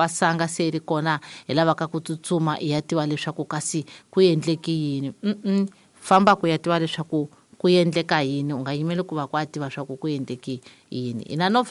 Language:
Tsonga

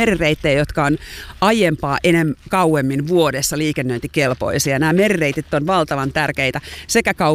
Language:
Finnish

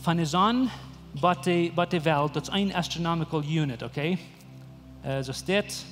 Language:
Plautdietsch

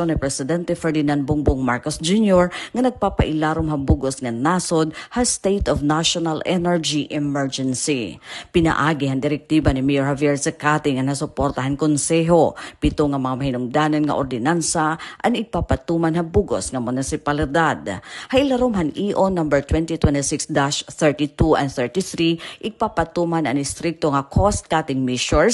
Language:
Waray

